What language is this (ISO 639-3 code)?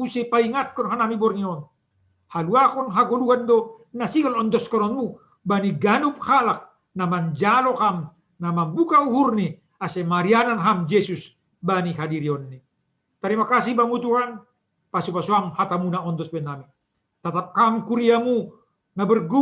bts